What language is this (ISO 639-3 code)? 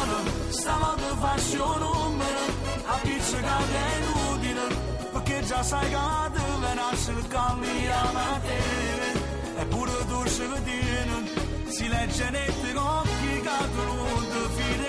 nap